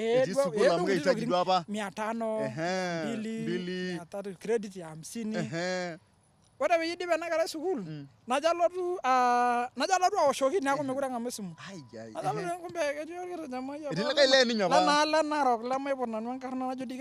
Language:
Masai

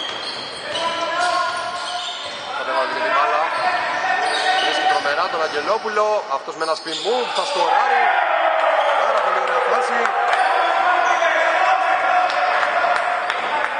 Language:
Greek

